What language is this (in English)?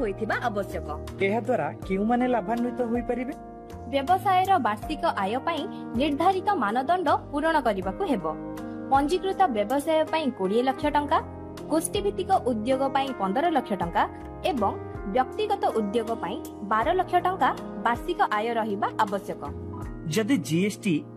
Odia